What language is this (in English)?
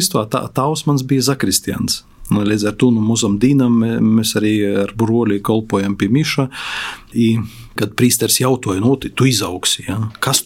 Latvian